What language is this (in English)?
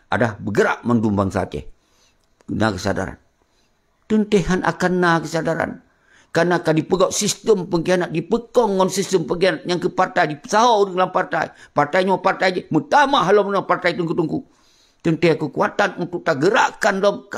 Achinese